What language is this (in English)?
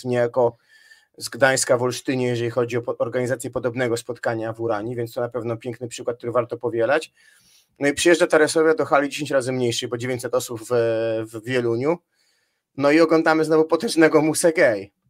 Polish